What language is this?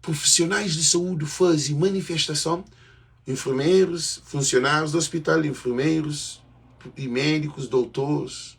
Kabuverdianu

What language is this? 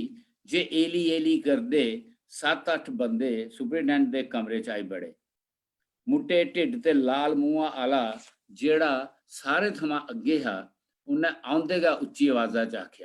Dogri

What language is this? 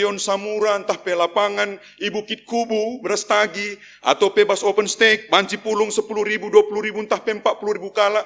Batak Karo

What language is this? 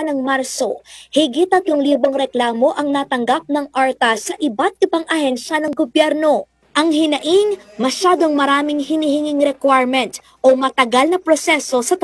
Filipino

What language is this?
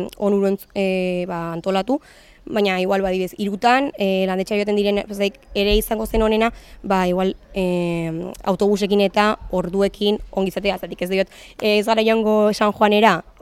Basque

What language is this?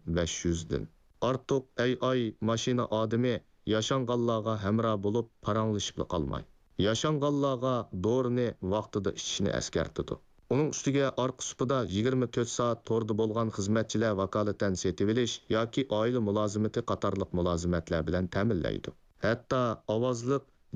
Uyghur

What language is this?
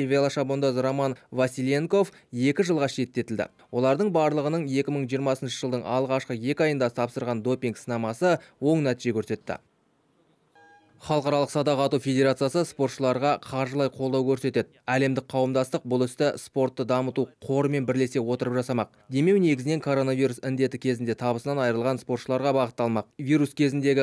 Kazakh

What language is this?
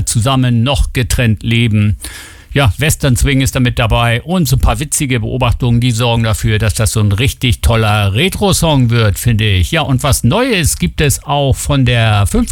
German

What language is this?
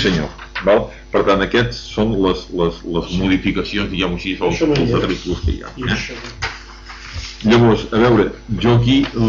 Catalan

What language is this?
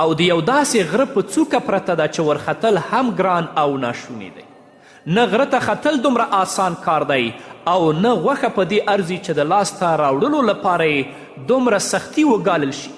Pashto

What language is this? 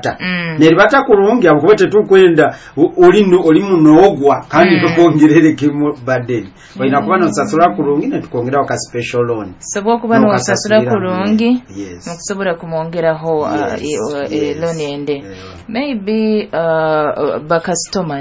Nyoro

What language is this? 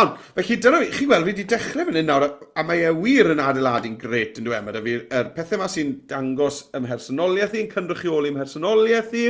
Welsh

